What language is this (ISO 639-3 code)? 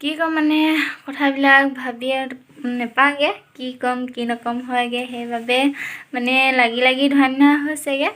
asm